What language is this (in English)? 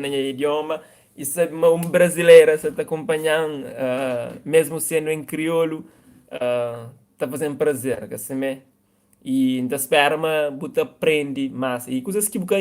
Kabuverdianu